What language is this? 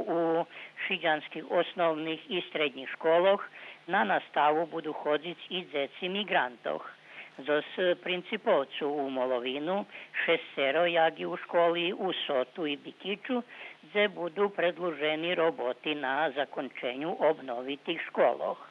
Rusyn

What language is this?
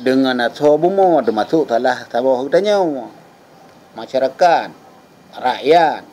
Achinese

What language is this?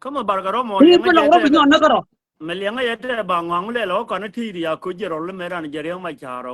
Nuer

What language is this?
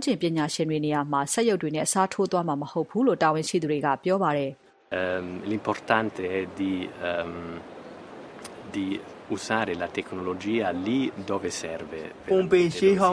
Burmese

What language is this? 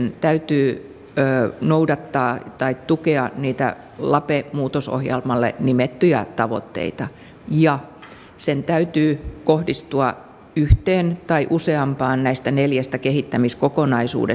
Finnish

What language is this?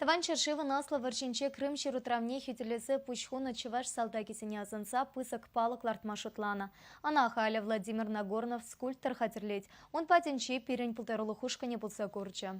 Chuvash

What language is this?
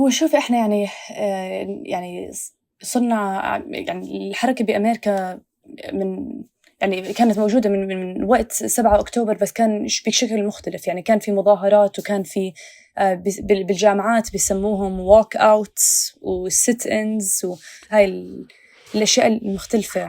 North Levantine Arabic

